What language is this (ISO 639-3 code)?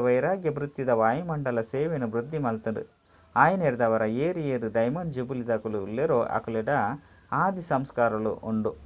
tcy